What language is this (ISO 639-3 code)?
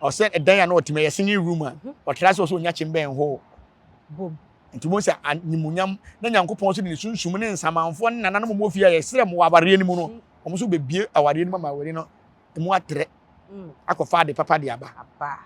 aka